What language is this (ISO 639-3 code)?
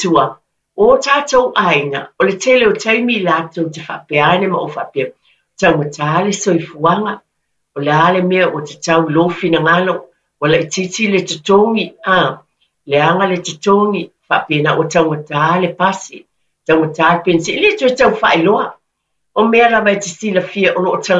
smo